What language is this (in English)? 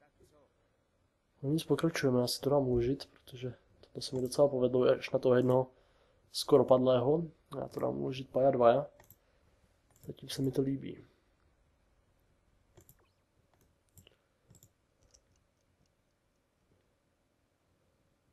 Czech